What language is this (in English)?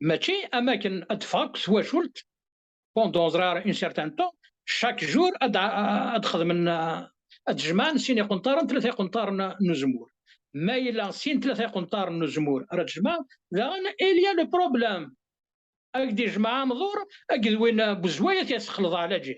Kabyle